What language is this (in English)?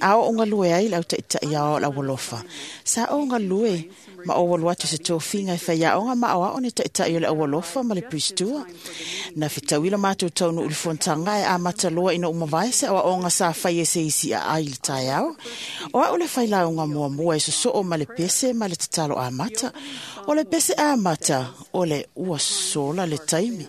Samoan